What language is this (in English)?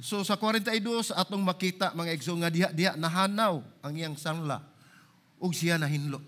Cebuano